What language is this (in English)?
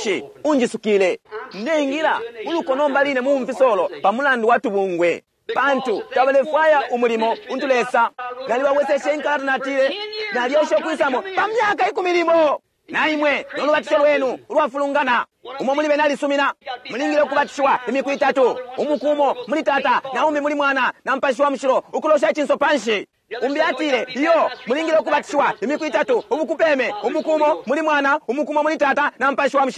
Bemba